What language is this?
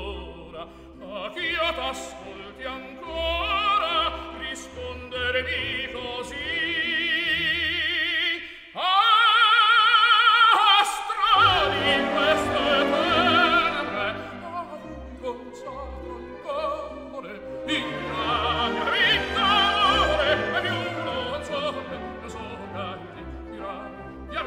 Italian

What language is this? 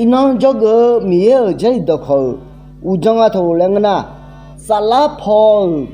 Akha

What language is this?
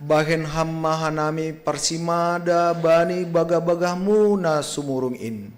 Batak Simalungun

